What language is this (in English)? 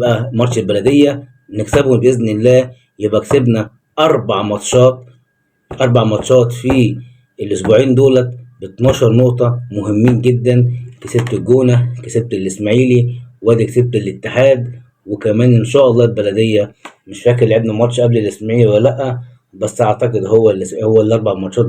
Egyptian Arabic